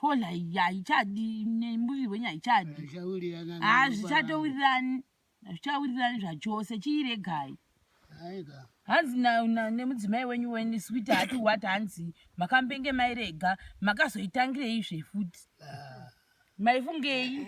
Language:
Shona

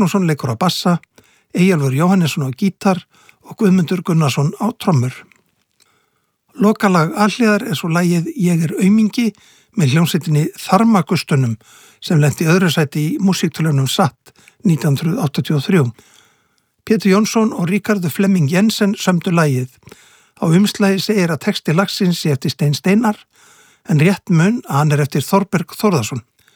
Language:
Icelandic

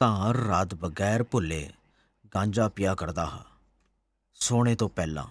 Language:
Dogri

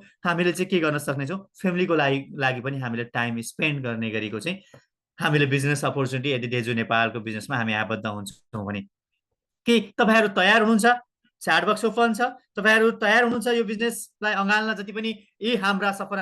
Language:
Nepali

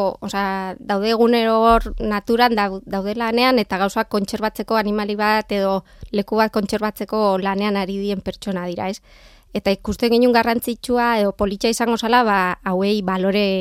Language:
Basque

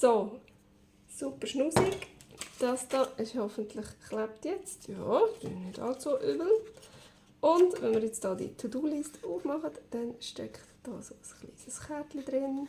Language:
Swiss German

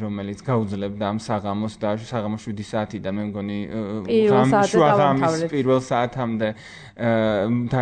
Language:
Georgian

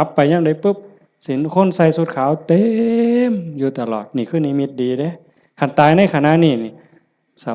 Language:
Northeastern Thai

